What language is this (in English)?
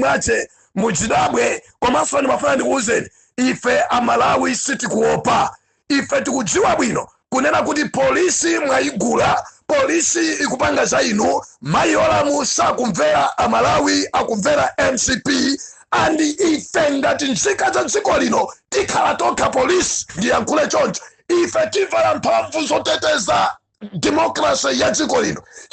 Nyanja